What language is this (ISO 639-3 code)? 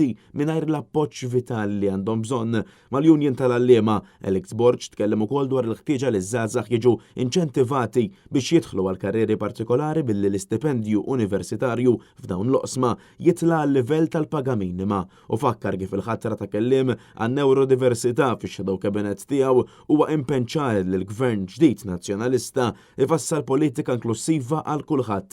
mlt